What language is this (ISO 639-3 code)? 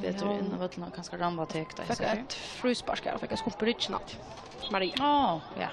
fao